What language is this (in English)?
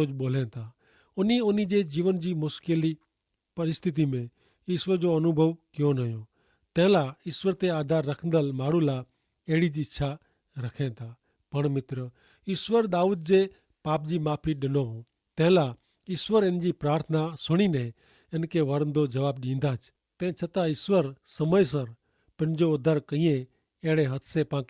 Kachhi